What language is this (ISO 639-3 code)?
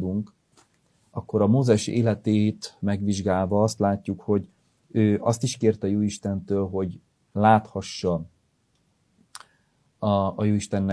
hun